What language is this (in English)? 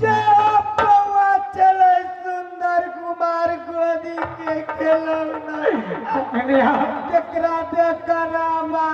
Maithili